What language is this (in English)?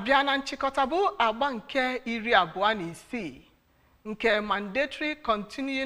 Igbo